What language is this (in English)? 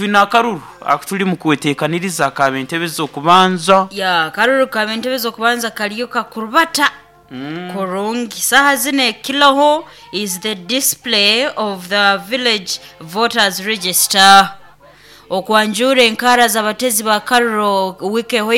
Nyankole